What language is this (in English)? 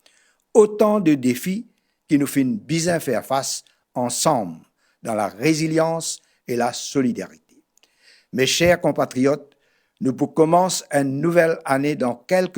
Morisyen